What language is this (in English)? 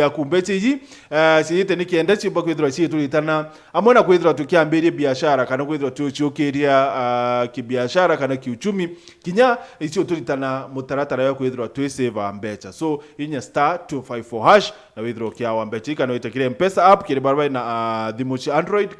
Meru